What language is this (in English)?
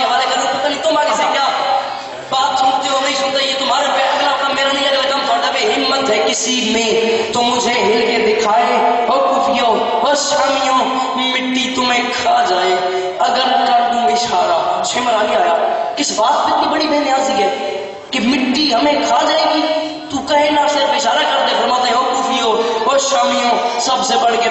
Urdu